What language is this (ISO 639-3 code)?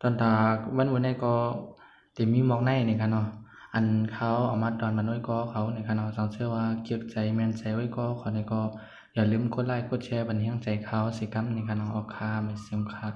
shn